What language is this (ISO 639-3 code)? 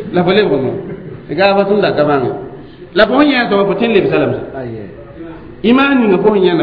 mos